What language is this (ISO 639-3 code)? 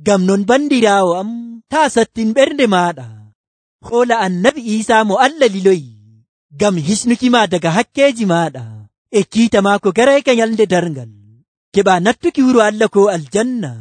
fuv